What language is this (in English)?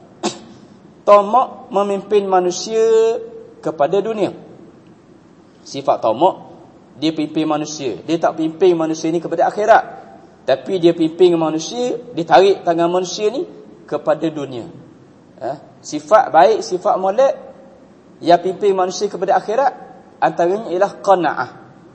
Malay